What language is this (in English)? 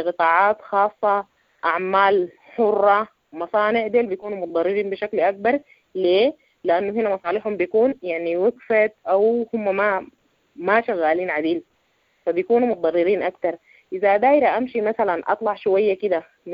Sudanese Arabic